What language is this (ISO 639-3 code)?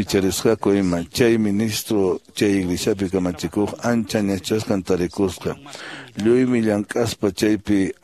que